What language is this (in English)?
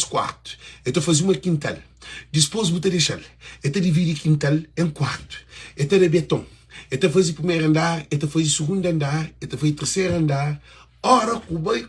Kabuverdianu